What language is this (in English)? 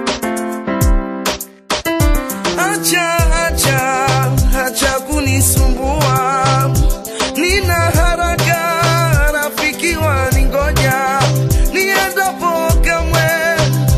Swahili